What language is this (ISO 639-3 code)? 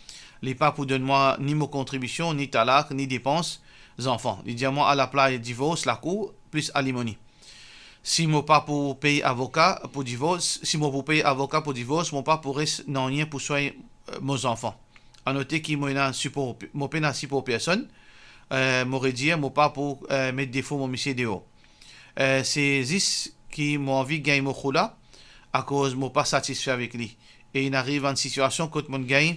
mfe